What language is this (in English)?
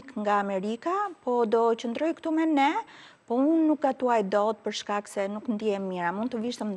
Albanian